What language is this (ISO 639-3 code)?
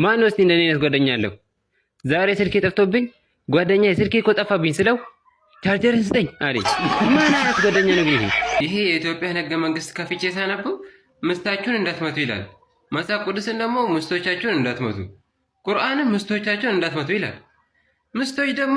amh